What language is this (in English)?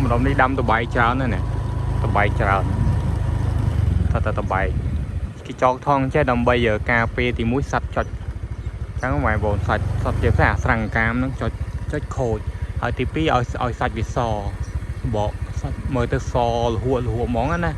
Khmer